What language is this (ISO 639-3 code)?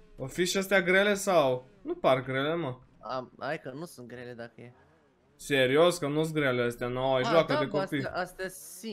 ron